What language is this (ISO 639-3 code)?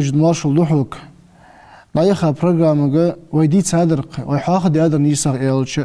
inh